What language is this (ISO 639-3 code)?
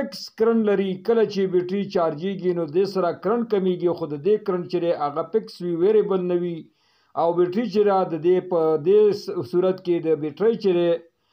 pus